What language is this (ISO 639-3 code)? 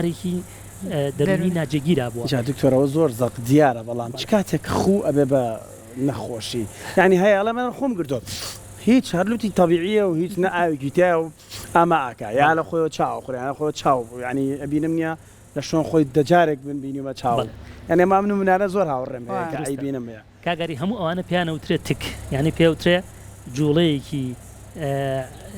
ckb